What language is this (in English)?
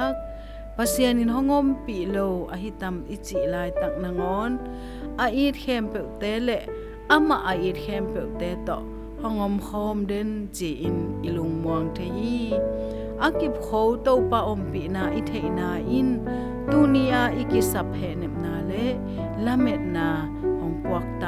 Tedim Chin